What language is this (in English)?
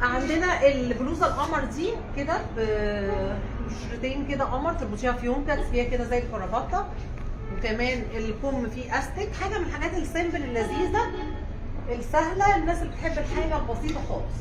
Egyptian Arabic